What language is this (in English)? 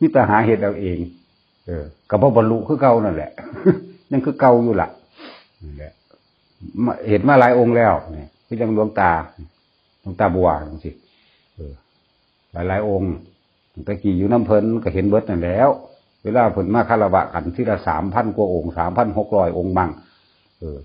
Northeastern Thai